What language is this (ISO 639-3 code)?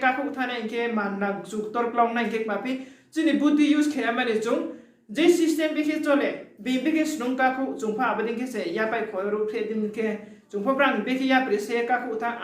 ria